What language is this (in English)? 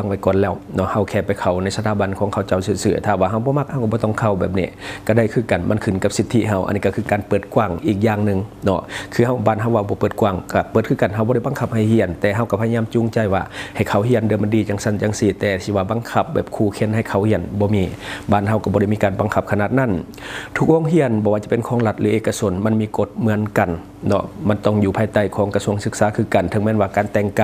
Lao